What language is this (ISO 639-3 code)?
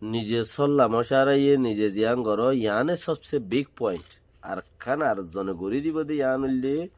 rhg